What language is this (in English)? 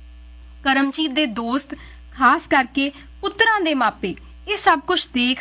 Punjabi